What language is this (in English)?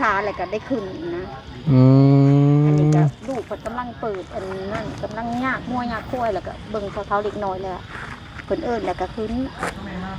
Lao